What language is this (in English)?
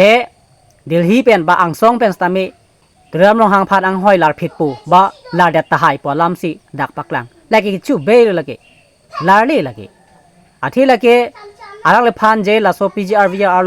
Karbi